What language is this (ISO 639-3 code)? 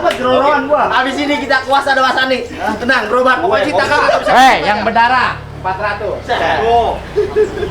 bew